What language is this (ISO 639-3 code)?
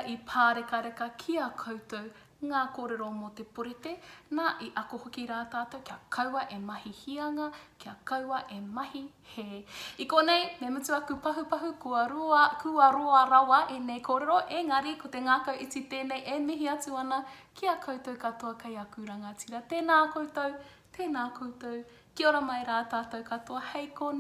mri